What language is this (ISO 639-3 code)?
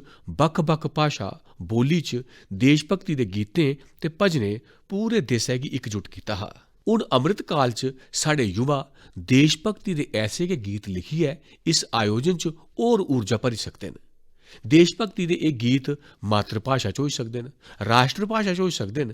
doi